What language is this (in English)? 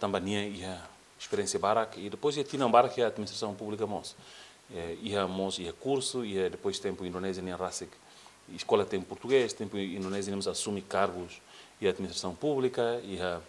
Tetum